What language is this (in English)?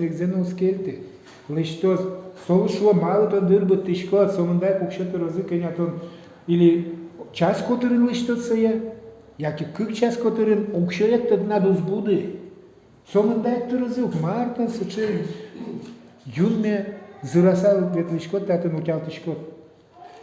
Udmurt